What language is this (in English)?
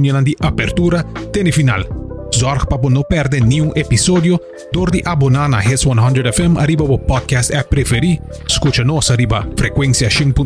Papiamento